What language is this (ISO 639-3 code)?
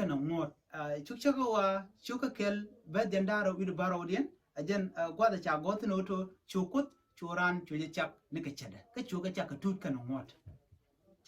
nus